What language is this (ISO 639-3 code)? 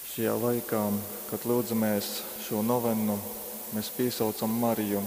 ltg